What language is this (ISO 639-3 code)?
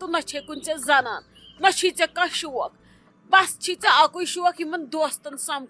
kas